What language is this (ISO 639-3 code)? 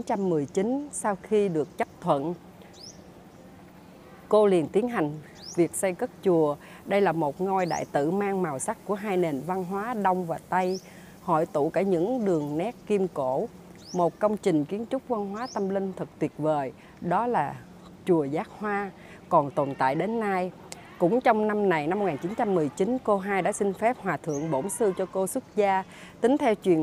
vie